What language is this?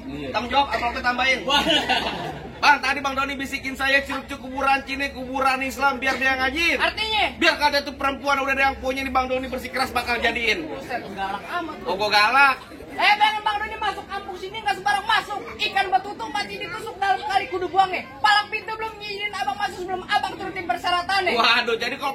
Betawi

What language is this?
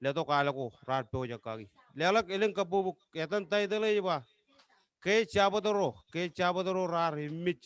Marshallese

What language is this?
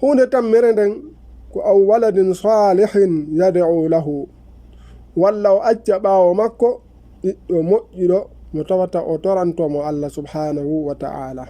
Fula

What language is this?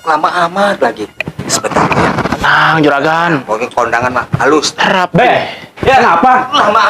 Betawi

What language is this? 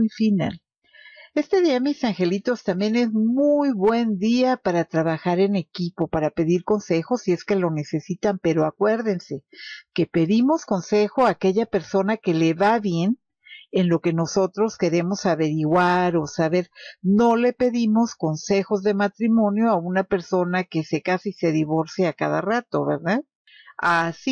Spanish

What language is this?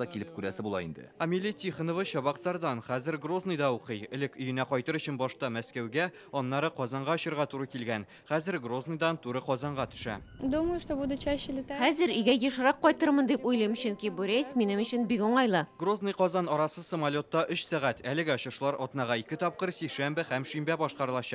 Tatar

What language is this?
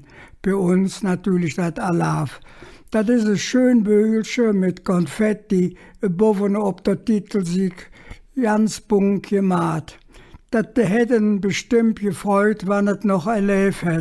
Colognian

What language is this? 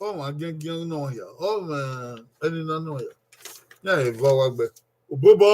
Bini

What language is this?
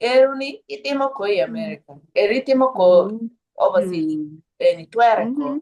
Acoli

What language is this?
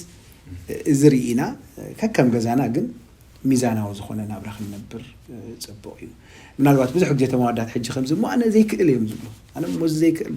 Tigrinya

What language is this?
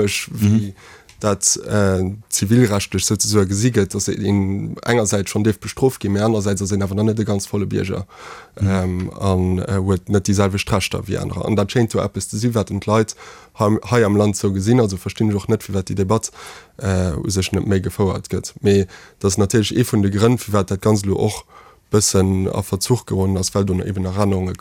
Luxembourgish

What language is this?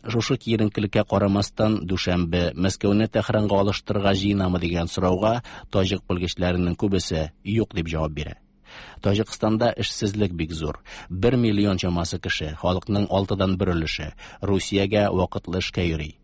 Tatar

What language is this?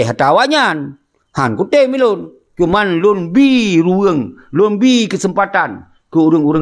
Achinese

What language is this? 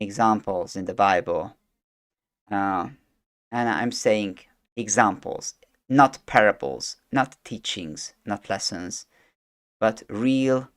English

